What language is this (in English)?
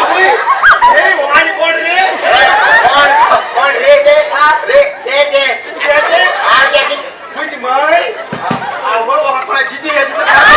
Konkani